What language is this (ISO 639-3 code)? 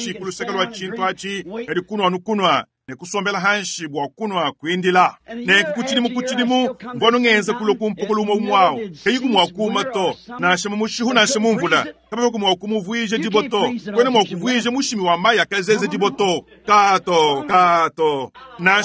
lua